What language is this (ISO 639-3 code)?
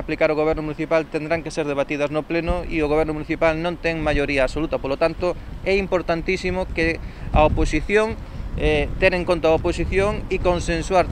glg